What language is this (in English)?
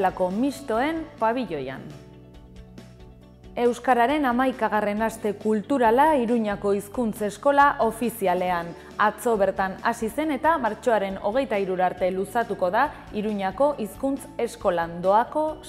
Basque